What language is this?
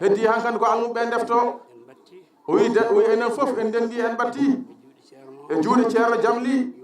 Fula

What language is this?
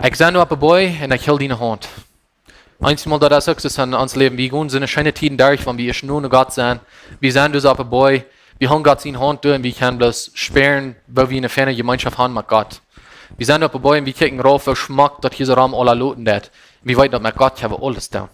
Plautdietsch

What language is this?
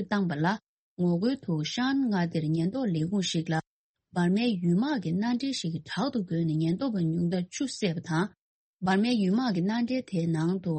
Tibetan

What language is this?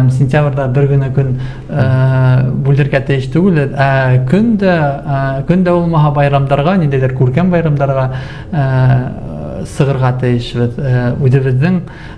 Bashkir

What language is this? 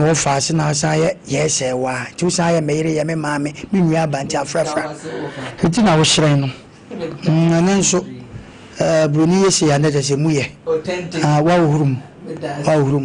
Akan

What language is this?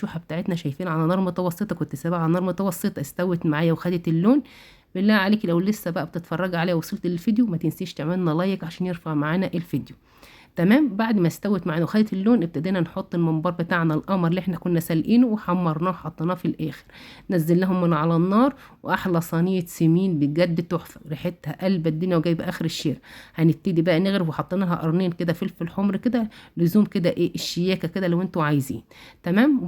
Egyptian Arabic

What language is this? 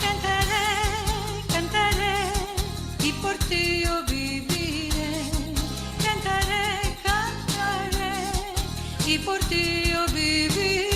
Ladino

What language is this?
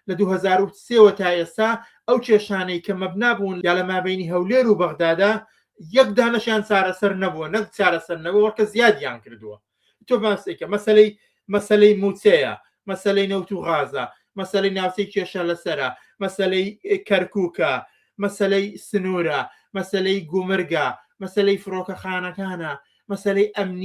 Central Kurdish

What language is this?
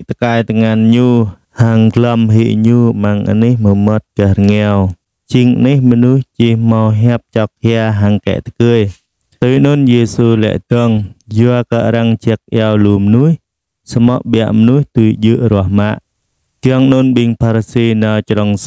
Jarai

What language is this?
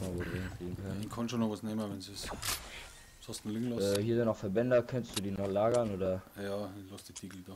Bavarian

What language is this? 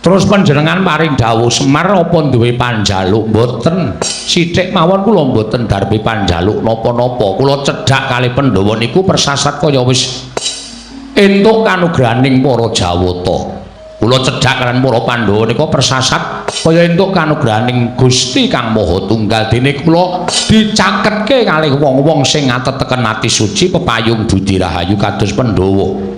Javanese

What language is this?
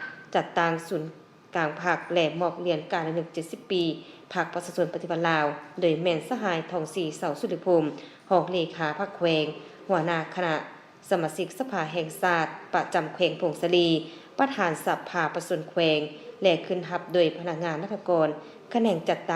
Lao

